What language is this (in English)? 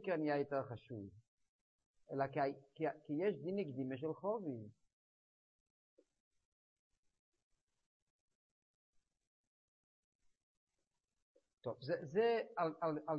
Hebrew